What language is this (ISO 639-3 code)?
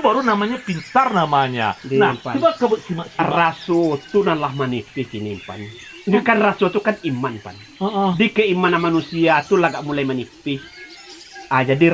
min